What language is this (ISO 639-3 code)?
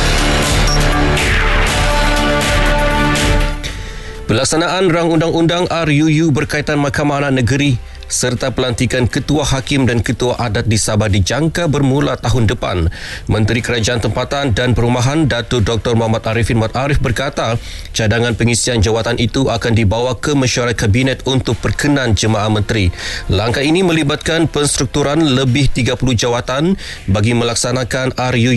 msa